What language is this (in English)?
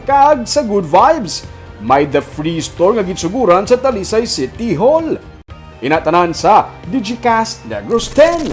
Hiligaynon